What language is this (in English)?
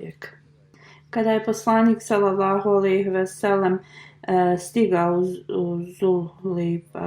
Bosnian